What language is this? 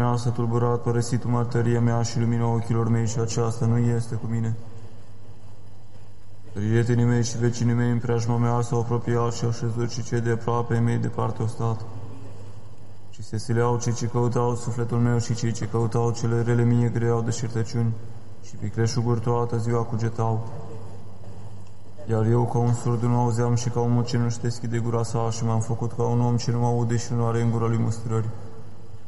Romanian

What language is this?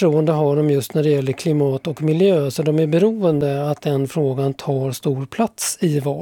Swedish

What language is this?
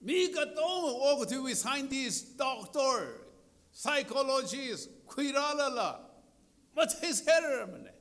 Tangkhul Naga (India)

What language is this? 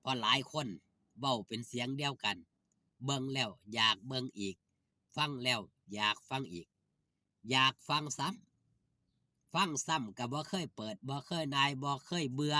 Northeastern Thai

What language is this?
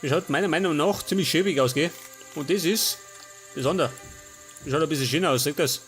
Bavarian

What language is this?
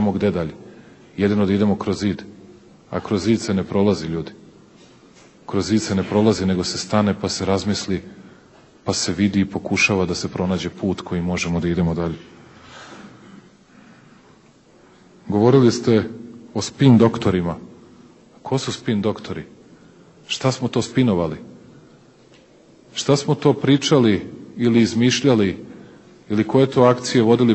Serbian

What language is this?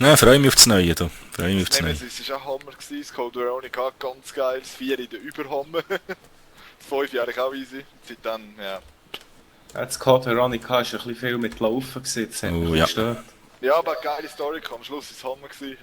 Swiss German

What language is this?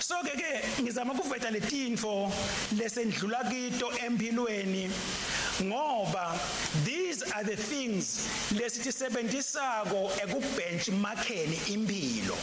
Swati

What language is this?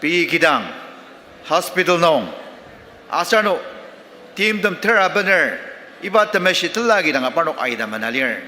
Ao Naga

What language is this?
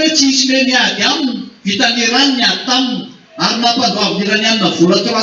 Malagasy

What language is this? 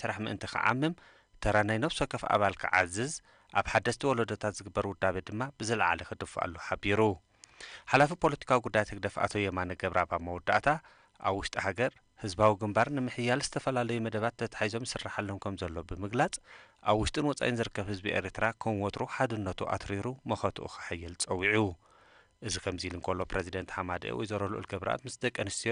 Tigrinya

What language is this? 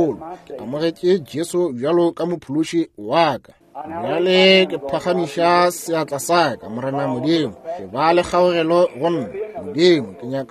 Northern Sotho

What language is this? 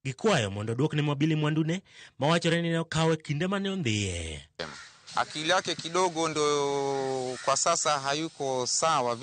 Luo (Kenya and Tanzania)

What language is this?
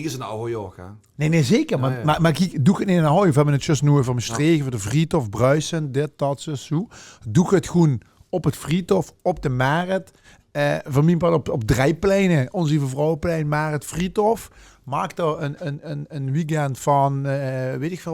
Limburgish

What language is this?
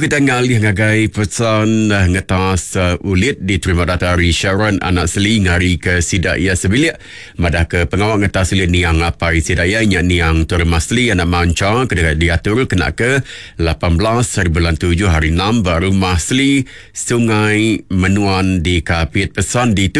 Iban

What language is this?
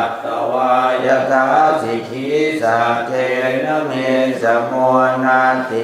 Pali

